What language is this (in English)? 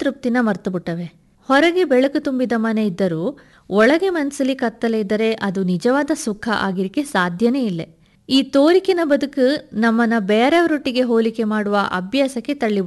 Kannada